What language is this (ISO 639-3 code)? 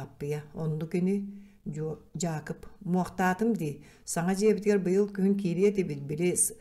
sah